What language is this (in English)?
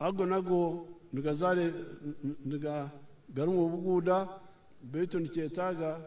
Nyankole